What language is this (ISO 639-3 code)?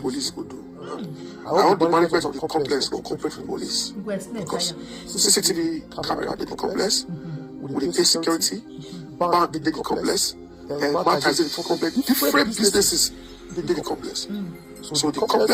pcm